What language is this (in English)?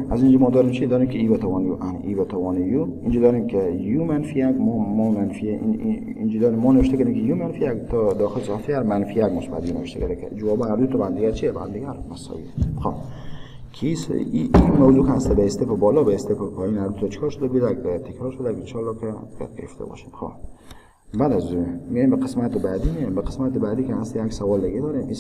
Persian